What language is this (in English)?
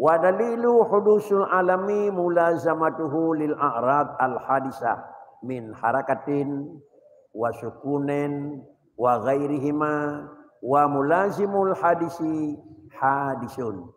Achinese